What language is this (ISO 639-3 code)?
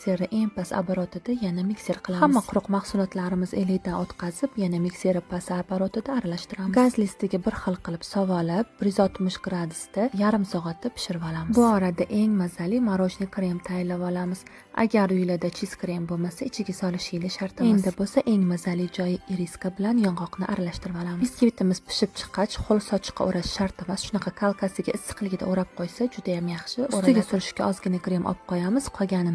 uzb